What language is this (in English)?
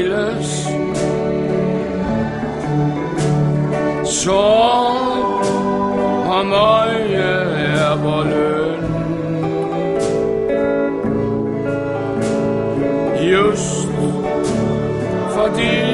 Danish